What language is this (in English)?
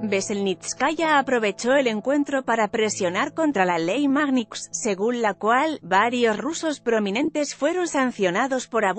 Spanish